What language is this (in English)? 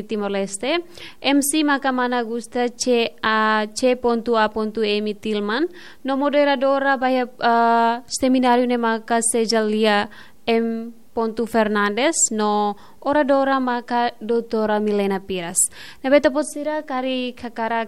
Tetum